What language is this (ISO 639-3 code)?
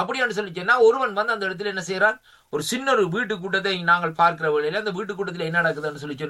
tam